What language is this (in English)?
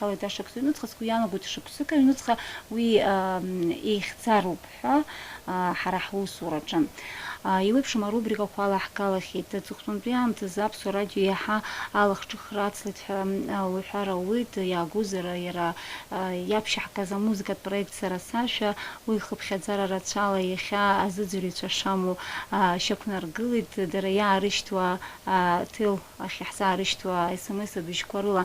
Abkhazian